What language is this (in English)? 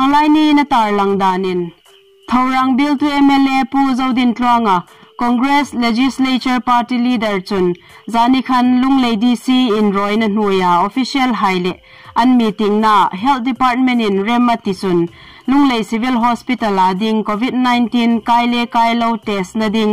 Hmar